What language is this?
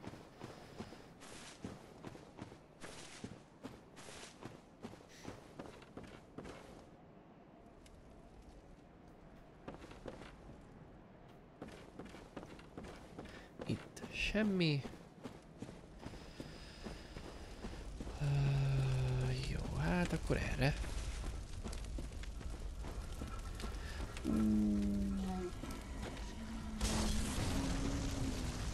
Hungarian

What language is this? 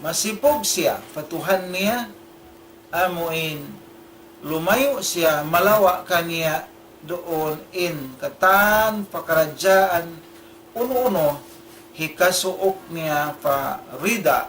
Tausug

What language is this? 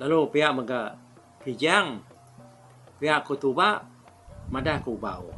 Iban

